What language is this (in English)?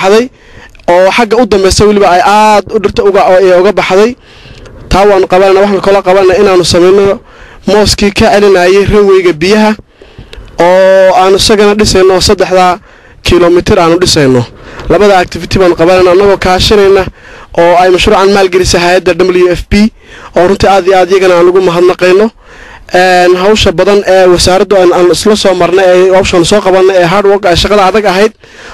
Somali